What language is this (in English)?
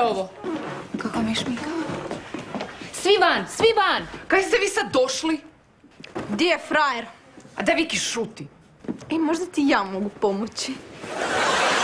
Croatian